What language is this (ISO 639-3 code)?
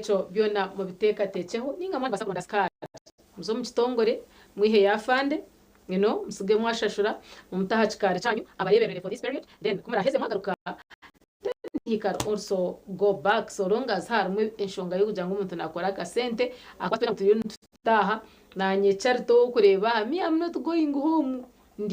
nyn